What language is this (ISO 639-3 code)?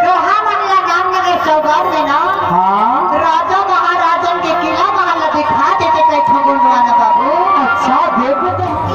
hne